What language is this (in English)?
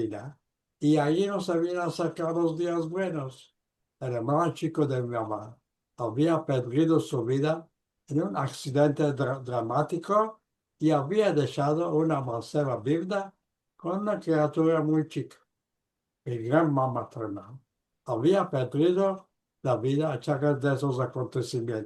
Ladino